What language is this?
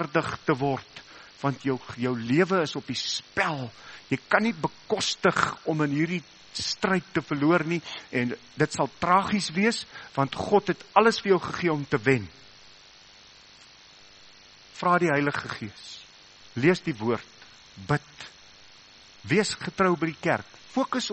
Afrikaans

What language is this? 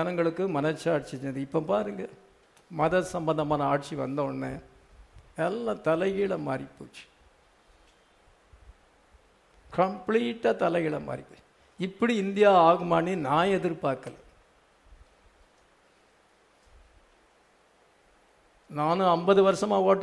Tamil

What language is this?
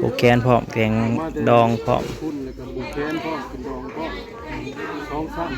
Northeastern Thai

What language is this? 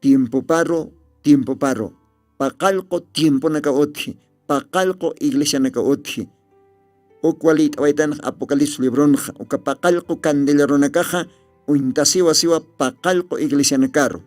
Aymara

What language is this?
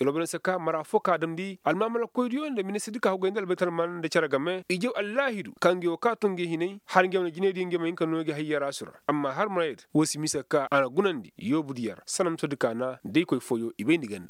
Koyraboro Senni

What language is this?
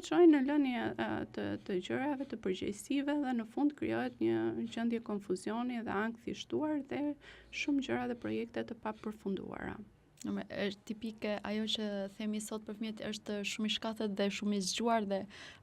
Albanian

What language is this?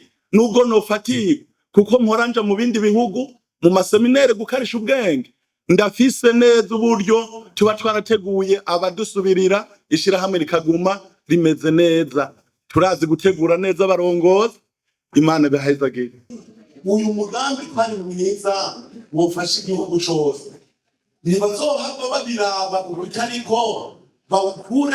Rundi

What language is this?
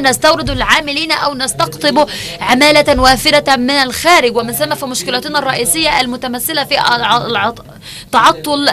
Arabic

